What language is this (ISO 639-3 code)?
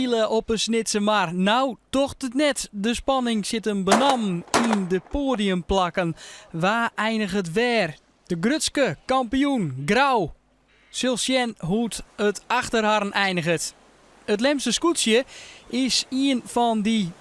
fry